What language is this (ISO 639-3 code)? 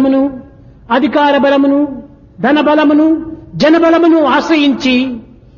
tel